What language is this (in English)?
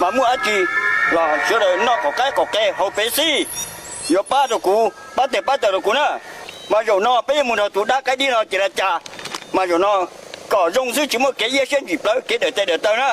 Hmong